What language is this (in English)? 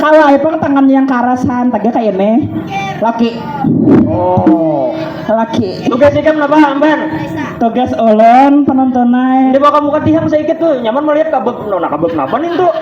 Banjar